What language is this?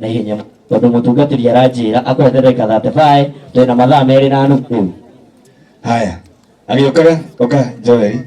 Kikuyu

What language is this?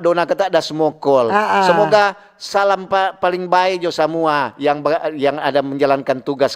Manado Malay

